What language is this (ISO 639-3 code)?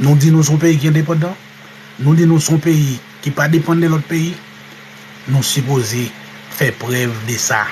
hat